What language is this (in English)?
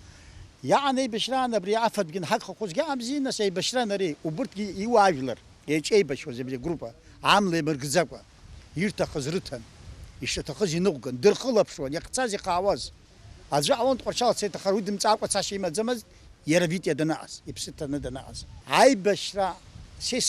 Abkhazian